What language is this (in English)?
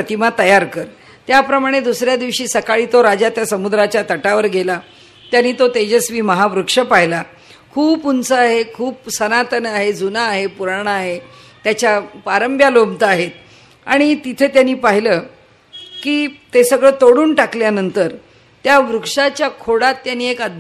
Marathi